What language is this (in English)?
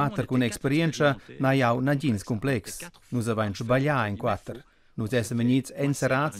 Romansh